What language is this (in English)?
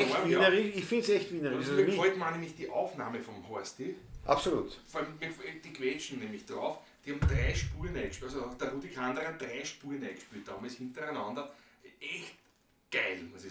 Bavarian